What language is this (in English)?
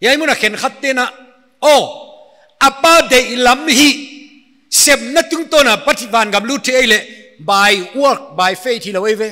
Paite Chin